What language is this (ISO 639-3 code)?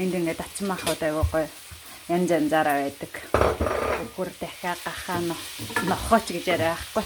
mon